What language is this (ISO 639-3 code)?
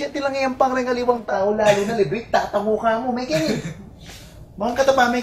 pam